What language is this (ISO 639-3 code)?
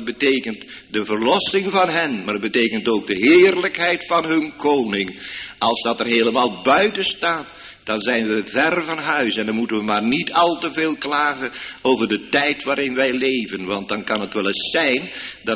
nld